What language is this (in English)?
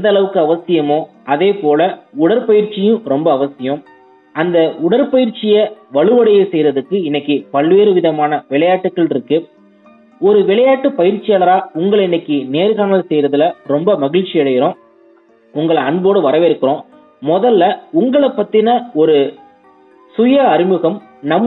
Tamil